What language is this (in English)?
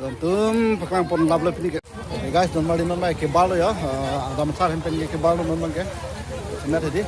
Karbi